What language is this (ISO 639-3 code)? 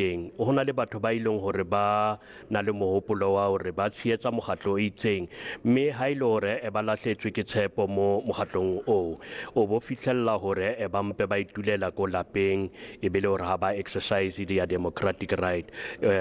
sot